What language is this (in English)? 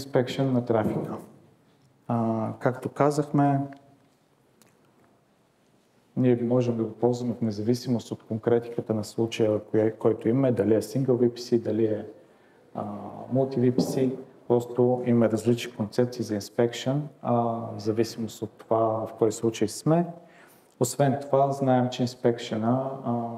Bulgarian